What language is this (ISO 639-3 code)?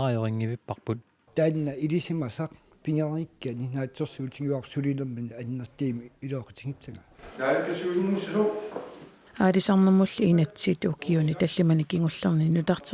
kal